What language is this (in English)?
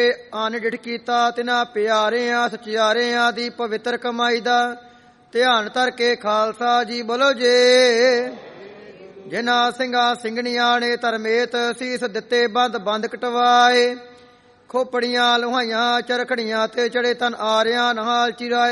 Punjabi